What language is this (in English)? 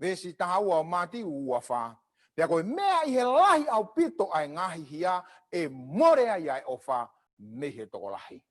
Tongan